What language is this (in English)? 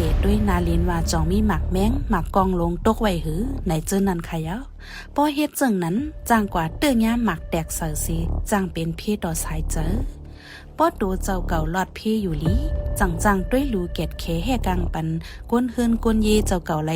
Shan